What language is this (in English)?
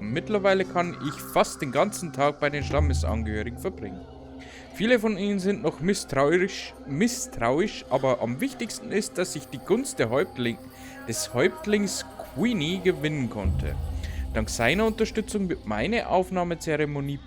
Bavarian